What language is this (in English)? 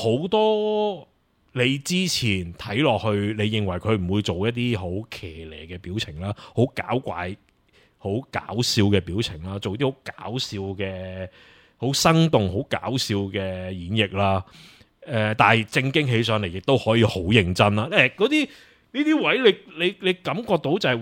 Cantonese